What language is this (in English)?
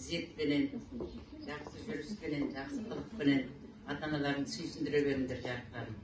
Kazakh